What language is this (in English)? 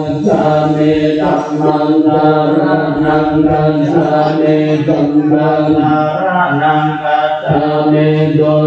Pali